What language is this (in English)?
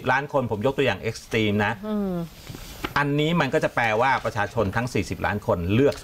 Thai